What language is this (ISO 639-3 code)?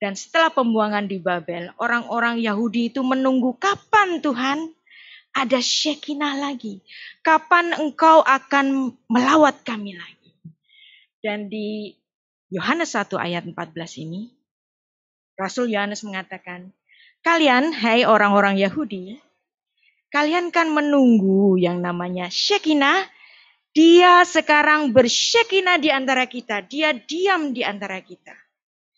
ind